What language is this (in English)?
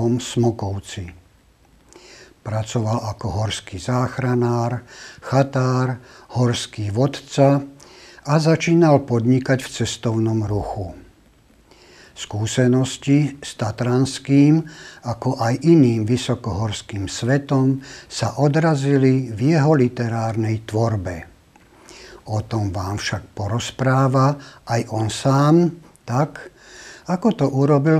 Slovak